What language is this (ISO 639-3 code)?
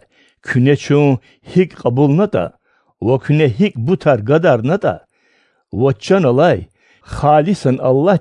lez